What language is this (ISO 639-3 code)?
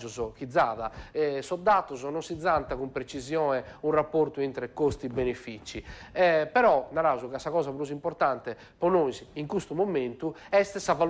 srd